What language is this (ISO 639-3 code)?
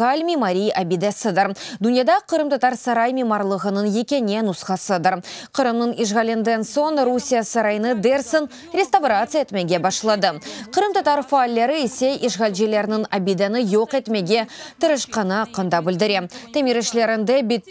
crh